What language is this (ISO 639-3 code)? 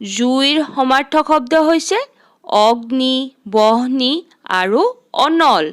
asm